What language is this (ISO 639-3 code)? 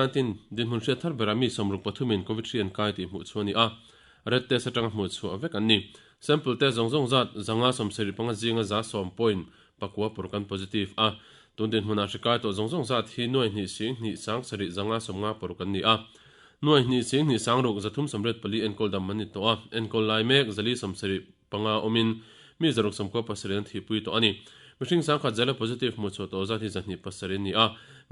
lus